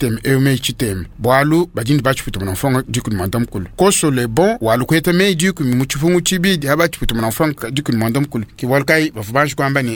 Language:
Luba-Lulua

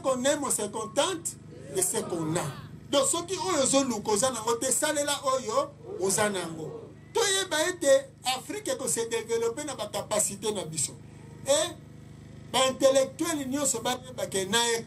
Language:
Lingala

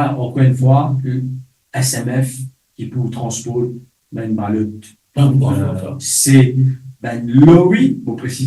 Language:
Morisyen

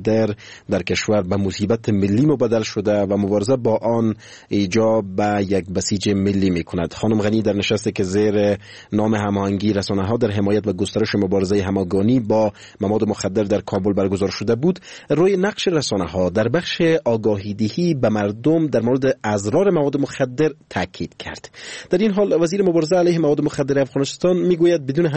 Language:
Persian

